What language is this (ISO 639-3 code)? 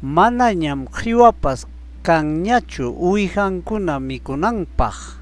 quy